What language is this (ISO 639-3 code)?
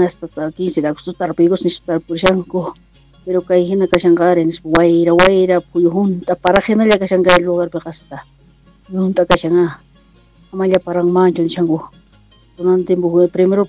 quh